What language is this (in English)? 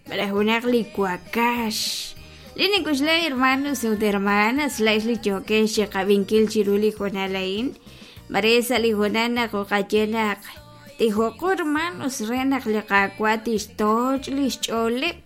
Kekchí